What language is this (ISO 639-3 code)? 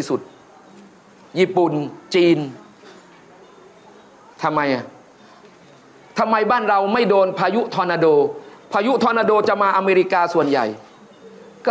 tha